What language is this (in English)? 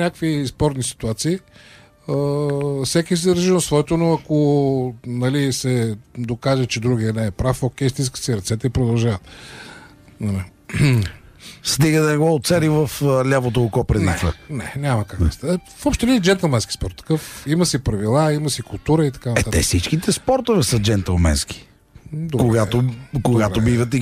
Bulgarian